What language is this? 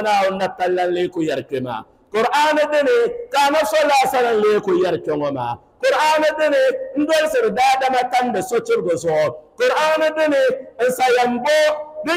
Dagbani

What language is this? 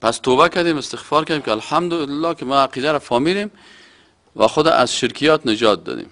Persian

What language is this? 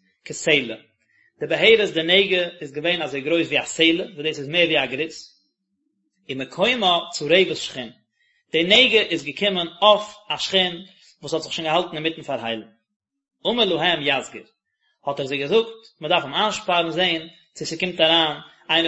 Yiddish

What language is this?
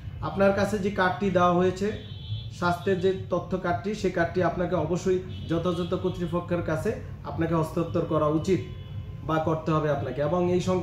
Bangla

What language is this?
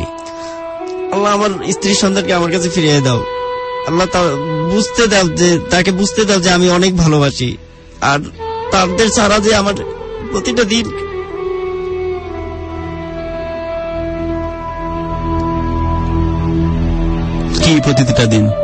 Bangla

